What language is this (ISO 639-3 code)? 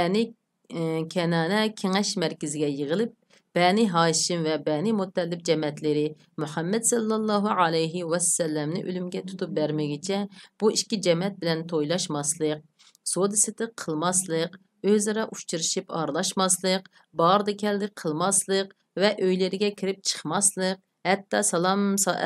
uig